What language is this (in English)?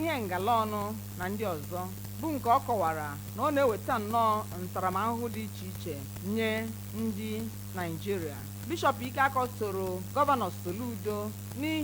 Igbo